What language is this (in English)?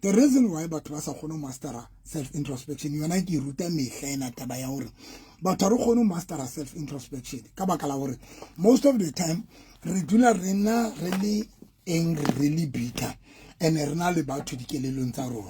Southern Sotho